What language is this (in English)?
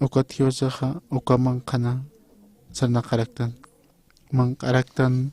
Aymara